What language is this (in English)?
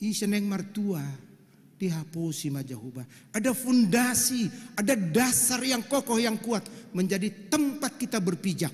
Batak Toba